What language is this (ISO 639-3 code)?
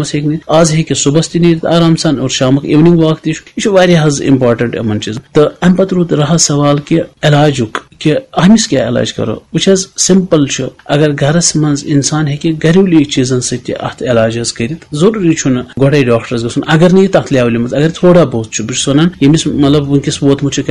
kas